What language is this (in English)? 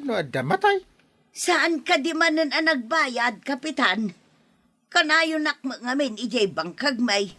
Iloko